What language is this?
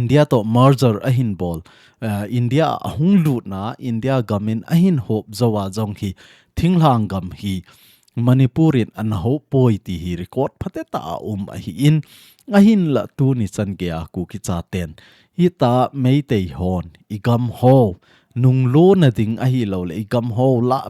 Thado Chin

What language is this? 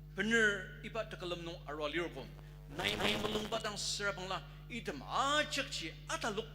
Ao Naga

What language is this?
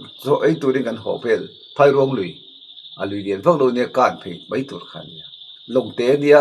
Mizo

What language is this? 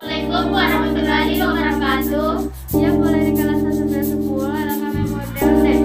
Buginese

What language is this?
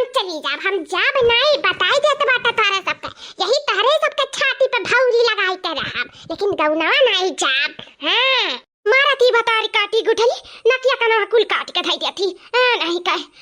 Awadhi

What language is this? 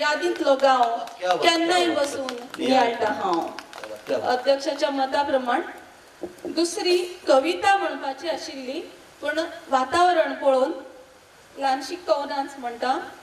Konkani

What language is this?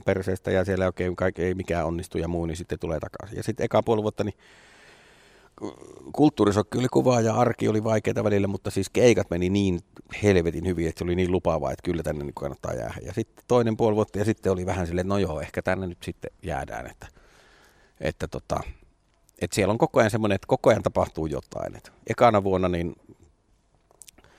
Finnish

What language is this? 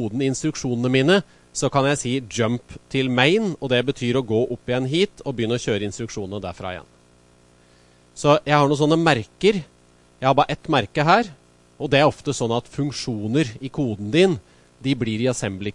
Norwegian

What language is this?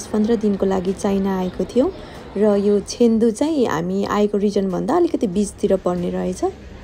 Nepali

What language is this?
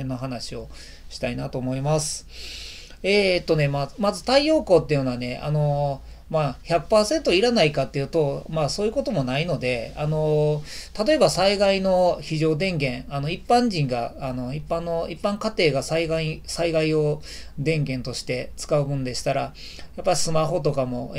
Japanese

